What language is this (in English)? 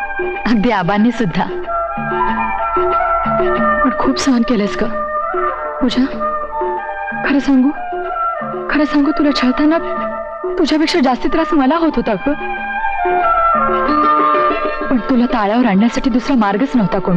Marathi